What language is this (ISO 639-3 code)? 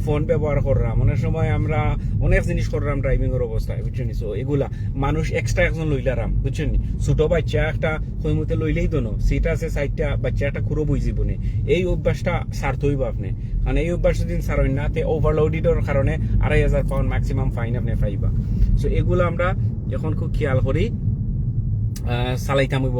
syl